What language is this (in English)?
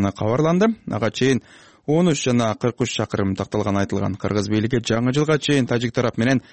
Kyrgyz